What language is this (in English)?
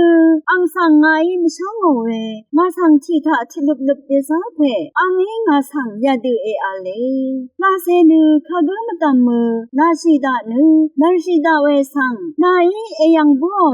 Rawang